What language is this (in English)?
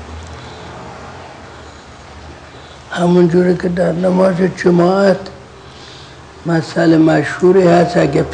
Persian